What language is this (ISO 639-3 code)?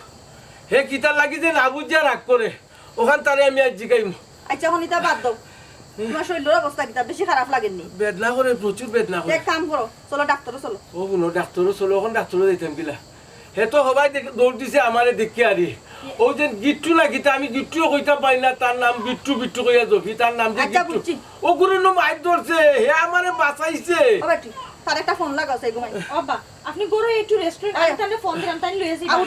syl